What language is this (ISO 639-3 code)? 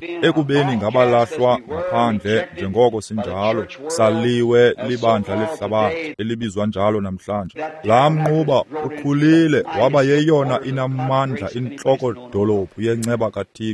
xho